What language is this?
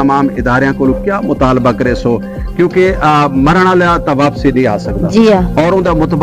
Saraiki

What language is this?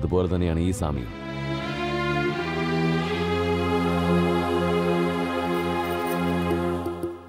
Malayalam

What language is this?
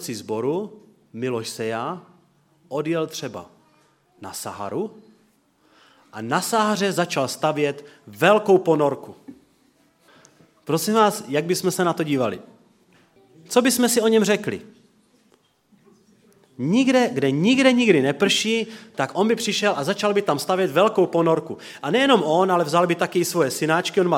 Czech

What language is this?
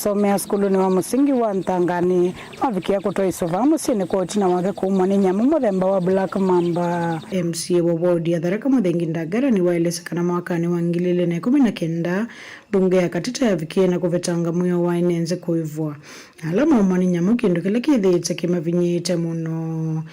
Kamba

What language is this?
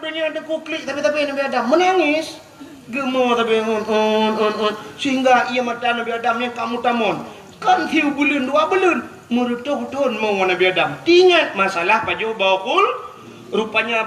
Achinese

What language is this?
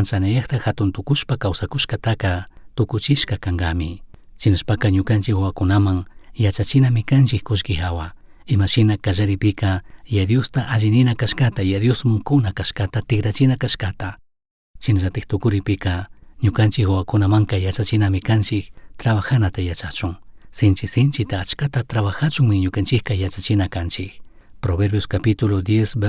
Chimborazo Highland Quichua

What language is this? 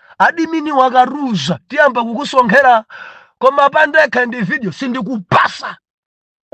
Nyanja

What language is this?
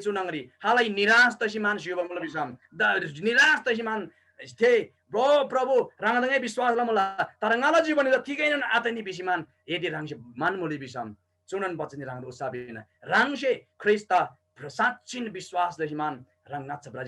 Eastern Tamang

